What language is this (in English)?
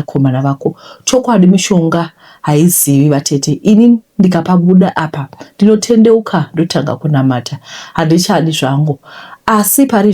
Shona